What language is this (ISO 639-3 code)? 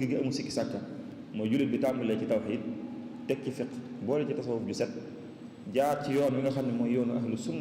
wol